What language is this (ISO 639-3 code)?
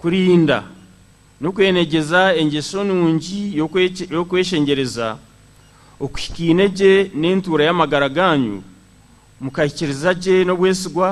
nyn